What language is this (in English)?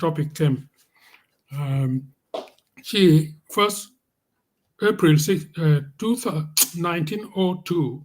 Acoli